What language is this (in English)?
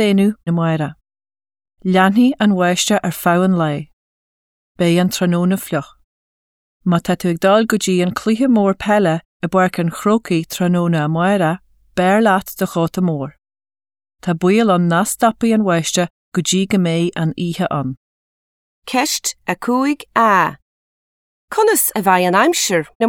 Irish